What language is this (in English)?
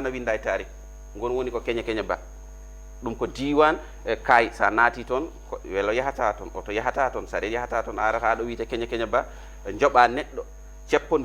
Fula